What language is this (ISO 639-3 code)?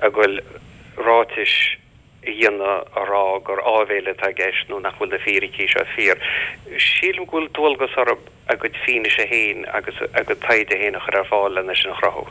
gle